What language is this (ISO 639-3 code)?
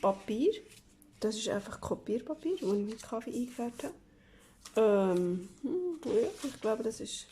gsw